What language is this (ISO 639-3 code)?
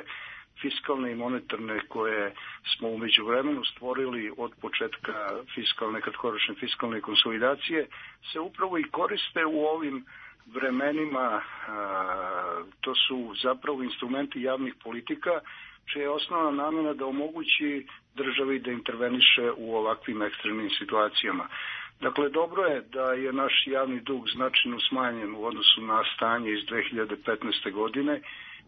srp